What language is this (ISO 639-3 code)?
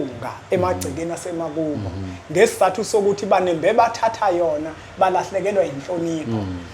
zul